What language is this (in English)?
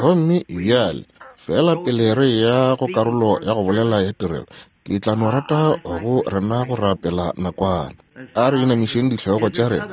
Northern Sotho